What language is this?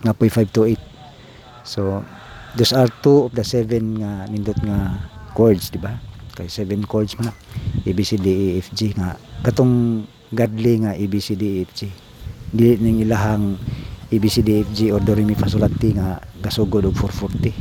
Cebuano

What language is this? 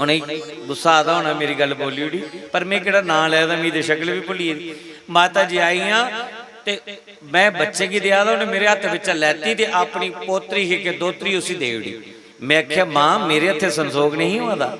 Dogri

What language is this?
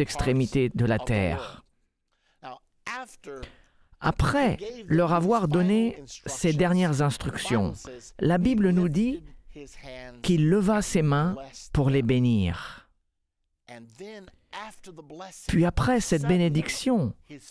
French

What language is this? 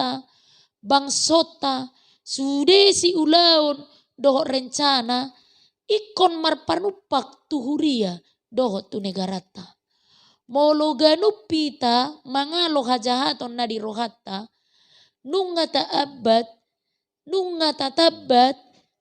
Batak Toba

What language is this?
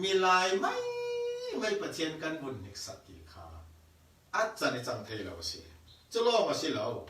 Falam Chin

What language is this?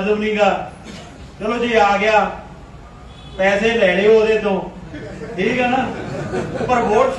Punjabi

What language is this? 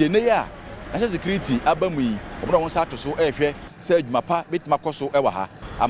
Akan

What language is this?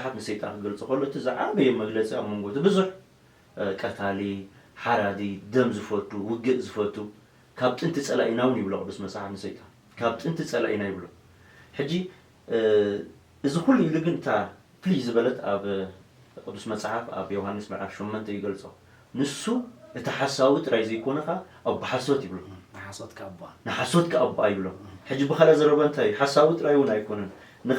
Tigrinya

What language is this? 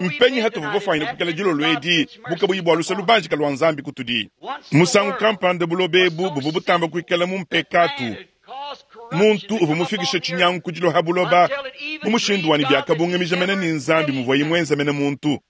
Luba-Lulua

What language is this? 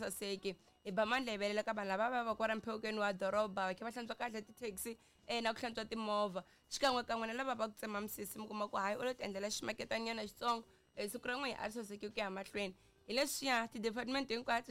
Tsonga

